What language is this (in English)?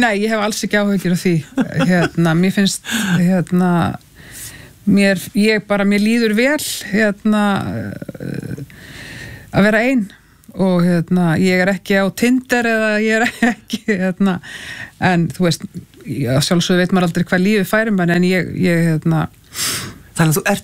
Icelandic